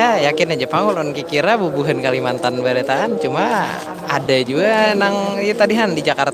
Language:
Banjar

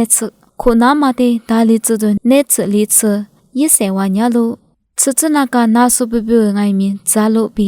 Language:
Lisu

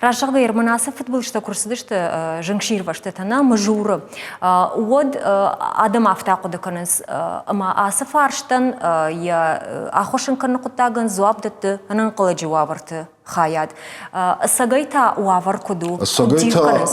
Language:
Ossetic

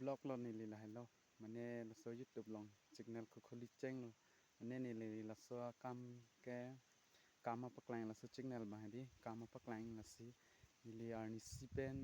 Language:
Karbi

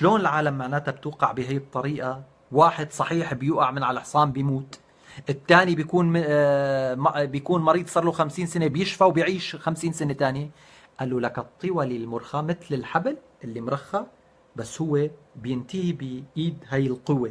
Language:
North Levantine Arabic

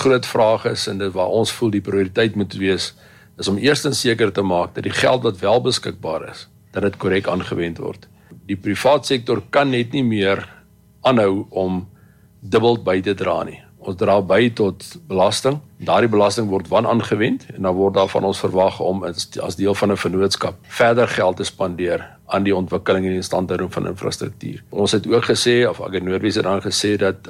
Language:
Afrikaans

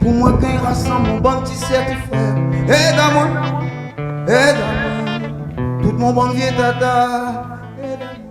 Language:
Réunion Creole French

